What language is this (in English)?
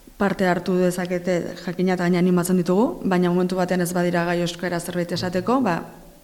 Basque